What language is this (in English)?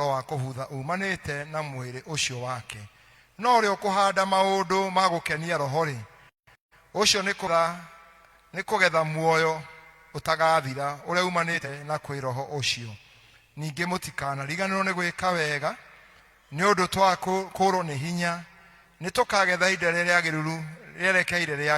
Kikuyu